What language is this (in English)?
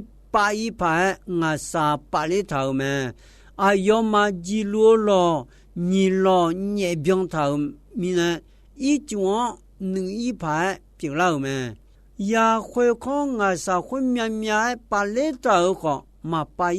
Akha